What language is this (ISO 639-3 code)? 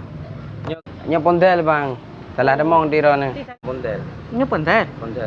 ace